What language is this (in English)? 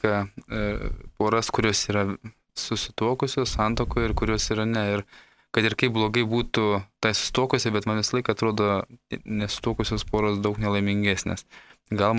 Lithuanian